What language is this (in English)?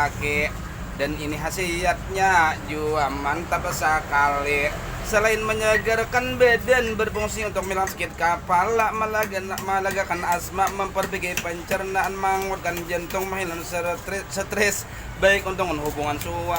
Banjar